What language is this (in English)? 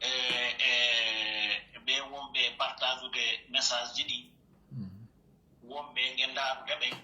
Pular